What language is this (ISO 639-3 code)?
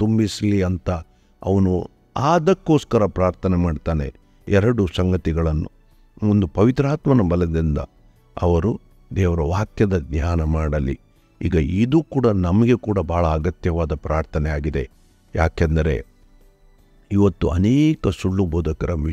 kan